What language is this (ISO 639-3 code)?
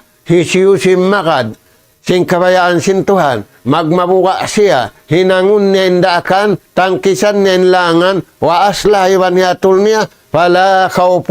tsg